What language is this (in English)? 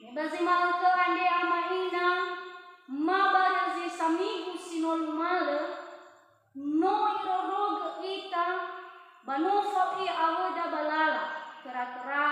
Nias